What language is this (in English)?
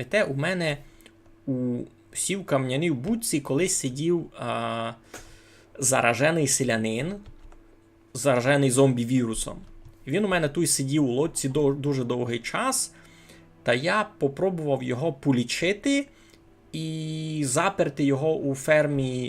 Rusyn